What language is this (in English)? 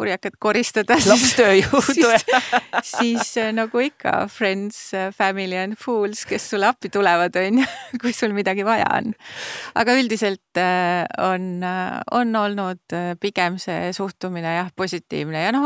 Estonian